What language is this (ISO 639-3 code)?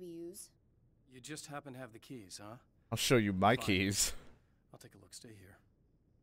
eng